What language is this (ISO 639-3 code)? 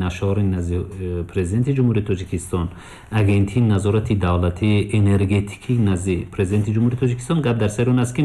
tgk